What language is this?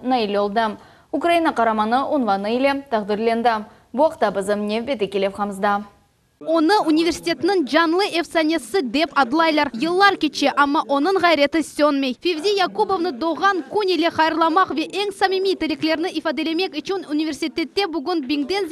Crimean Tatar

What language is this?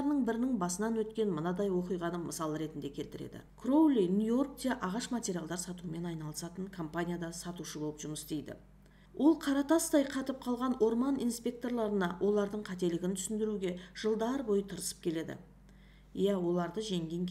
Kazakh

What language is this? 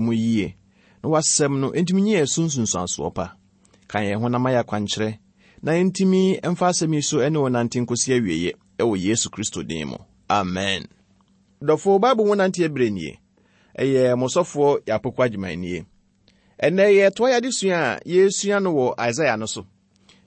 Akan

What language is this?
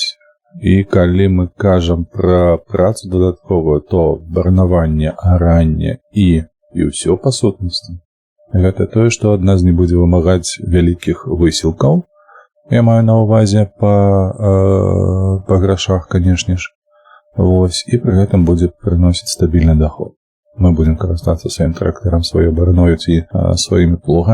Belarusian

